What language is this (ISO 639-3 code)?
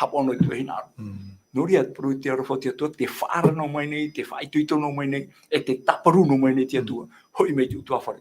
tah